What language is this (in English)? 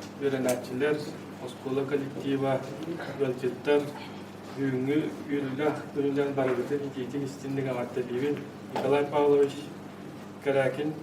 Yakut